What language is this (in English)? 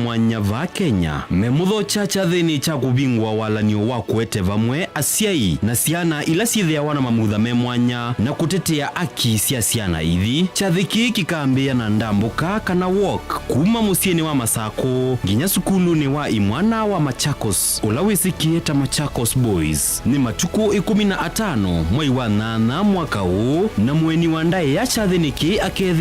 Kamba